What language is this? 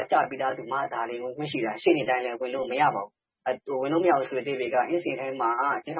Burmese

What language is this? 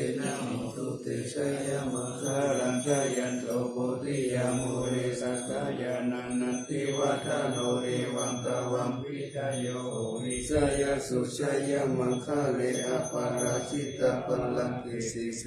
Pali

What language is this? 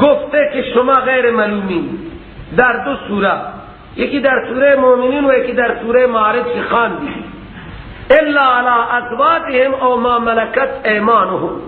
Persian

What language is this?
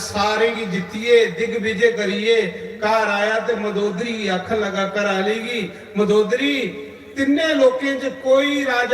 Dogri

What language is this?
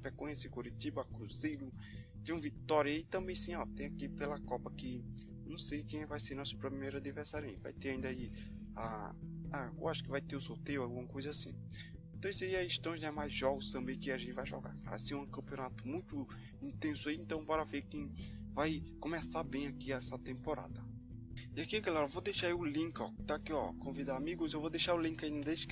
Portuguese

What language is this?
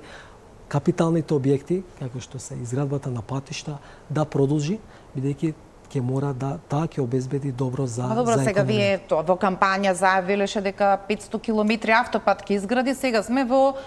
Macedonian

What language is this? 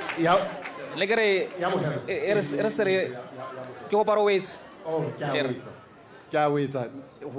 Tswana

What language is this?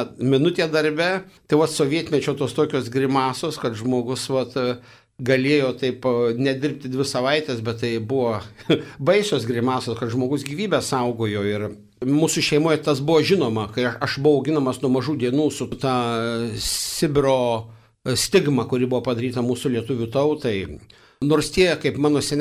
Lithuanian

